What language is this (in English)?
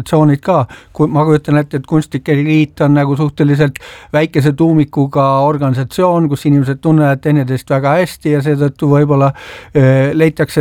Estonian